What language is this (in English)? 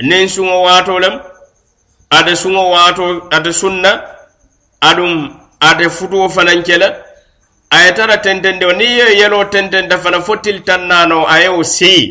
Mandingo